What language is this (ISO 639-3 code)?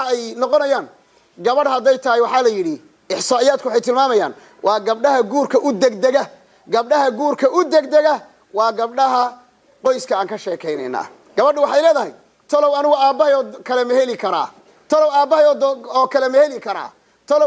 som